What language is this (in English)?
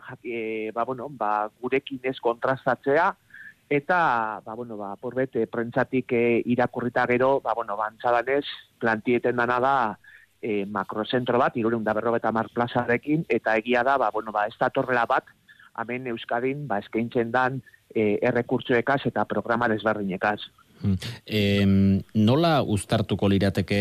Basque